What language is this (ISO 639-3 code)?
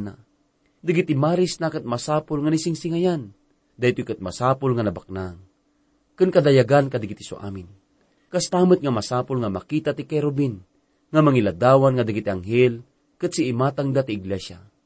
ilo